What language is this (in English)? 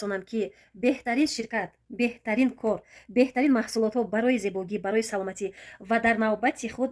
Tajik